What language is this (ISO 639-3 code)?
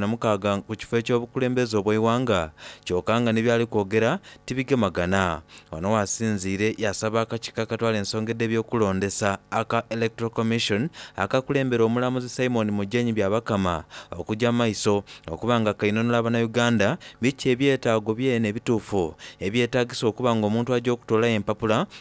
xog